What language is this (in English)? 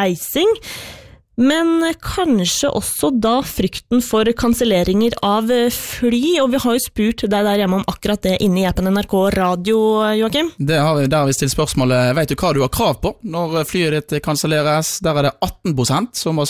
Norwegian